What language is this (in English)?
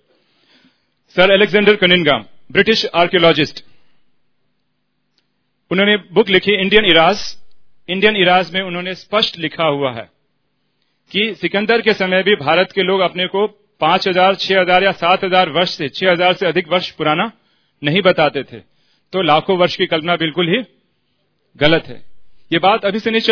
Hindi